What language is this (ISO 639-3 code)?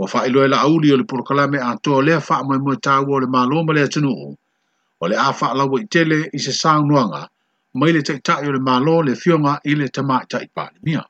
smo